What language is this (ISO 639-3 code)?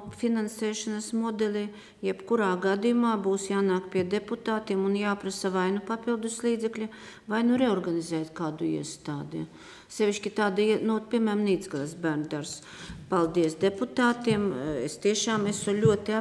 lav